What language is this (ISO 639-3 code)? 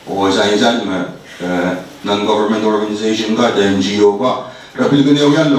pon